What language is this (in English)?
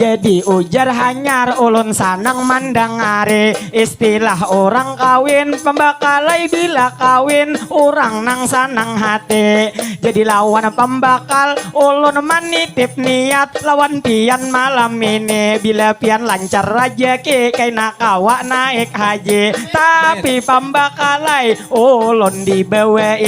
Banjar